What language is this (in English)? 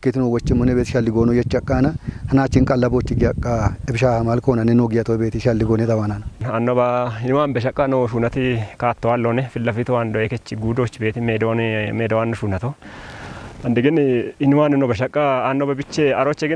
Kafa